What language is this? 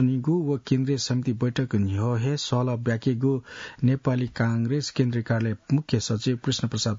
Newari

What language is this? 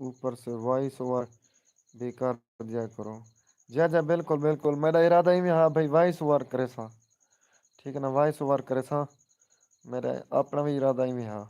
Saraiki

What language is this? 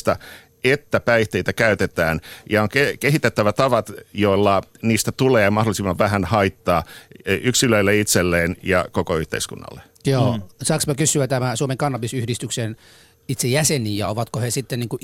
Finnish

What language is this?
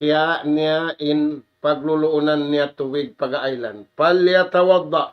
Tausug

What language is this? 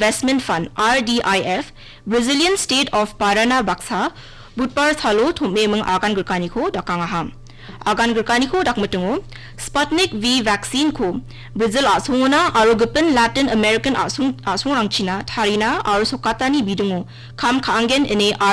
Garo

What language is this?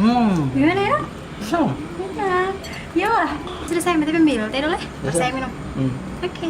Ambonese Malay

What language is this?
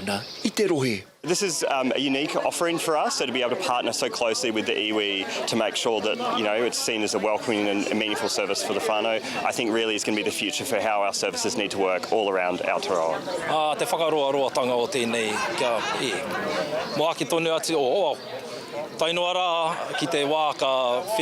Māori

